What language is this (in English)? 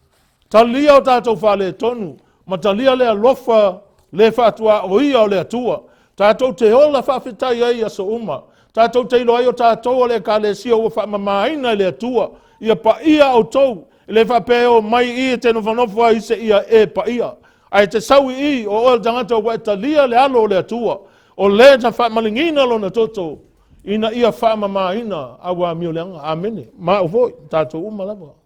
Samoan